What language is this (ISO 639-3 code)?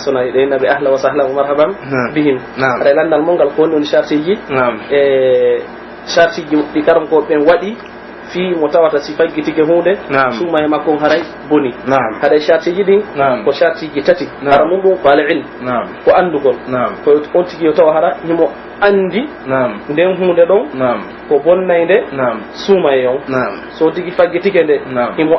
fuf